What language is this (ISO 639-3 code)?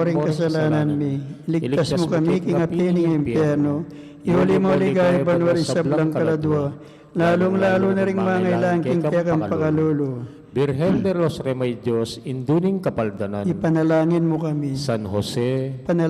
pam